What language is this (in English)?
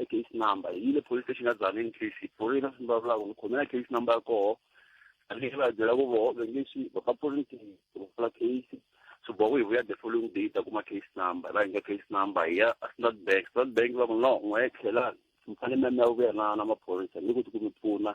Tsonga